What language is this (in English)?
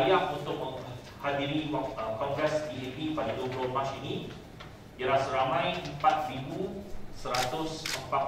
Malay